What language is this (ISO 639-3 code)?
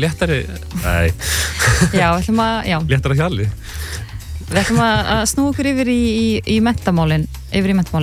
isl